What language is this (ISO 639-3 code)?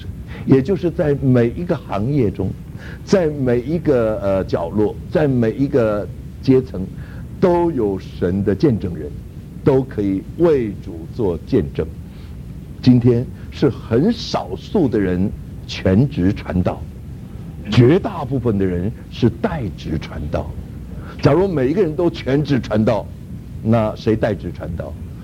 zho